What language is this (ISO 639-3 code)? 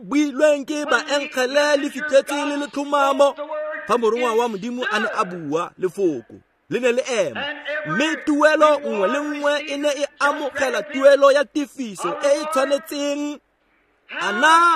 tsn